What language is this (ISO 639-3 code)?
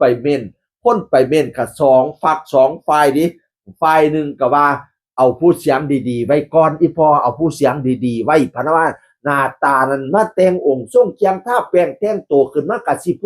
tts